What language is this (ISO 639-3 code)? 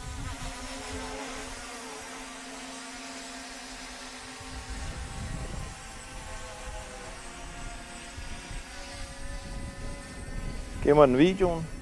dan